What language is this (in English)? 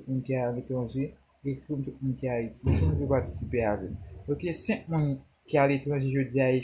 Haitian Creole